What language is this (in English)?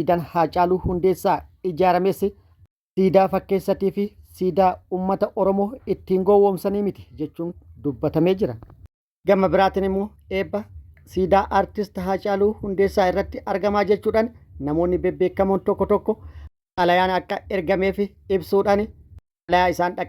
Oromo